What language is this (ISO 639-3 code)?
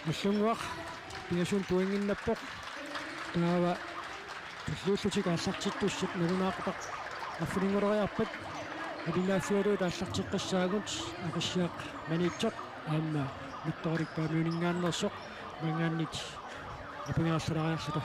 kal